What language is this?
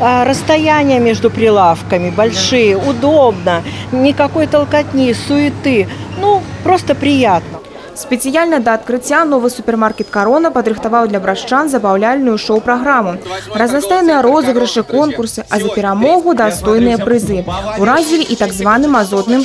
Belarusian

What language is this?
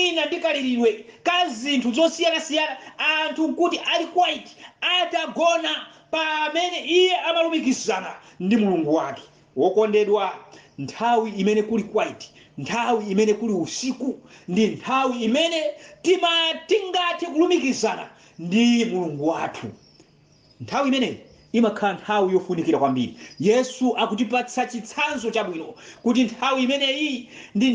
Nyanja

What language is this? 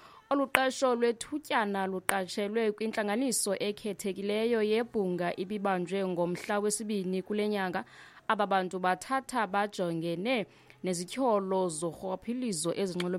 Xhosa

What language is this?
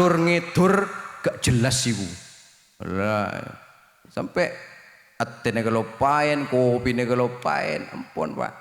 Madurese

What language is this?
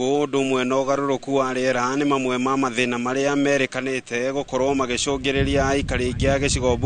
Kikuyu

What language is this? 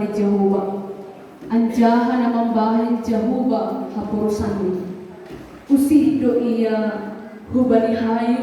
Batak Simalungun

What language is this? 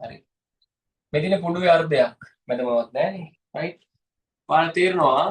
Sinhala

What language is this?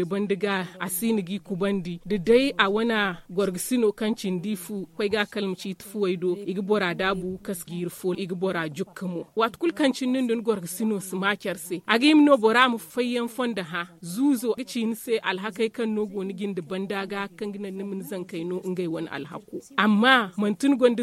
Zarma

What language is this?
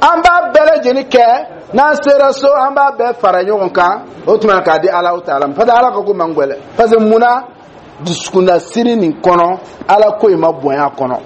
Dyula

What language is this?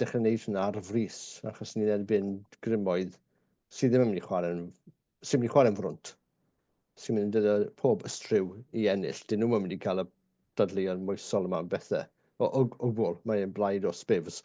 Welsh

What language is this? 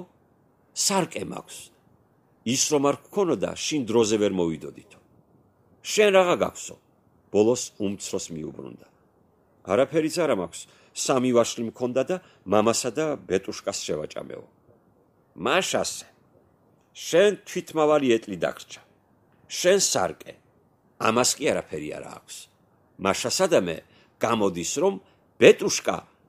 Georgian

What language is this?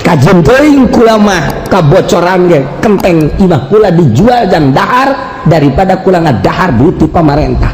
Sundanese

